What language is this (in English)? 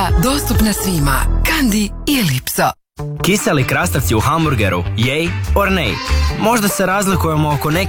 Croatian